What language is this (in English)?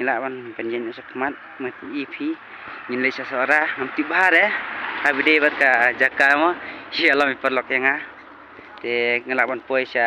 Khasi